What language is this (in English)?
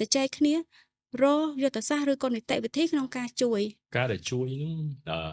Khmer